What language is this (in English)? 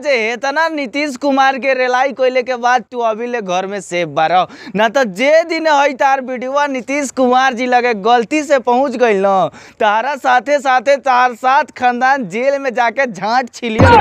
Bhojpuri